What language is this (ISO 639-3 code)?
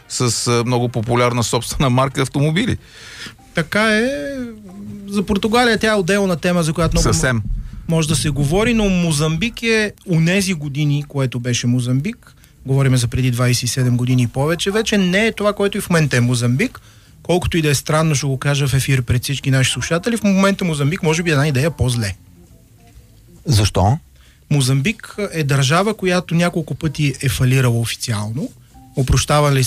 bul